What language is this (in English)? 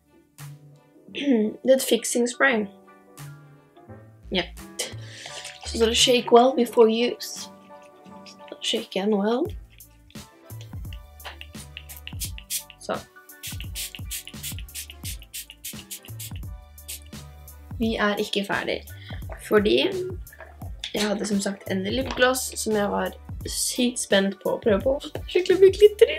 Norwegian